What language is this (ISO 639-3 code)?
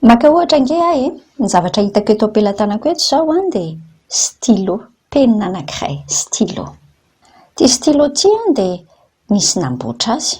mlg